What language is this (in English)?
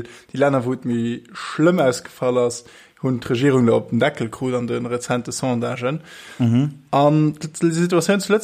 Luxembourgish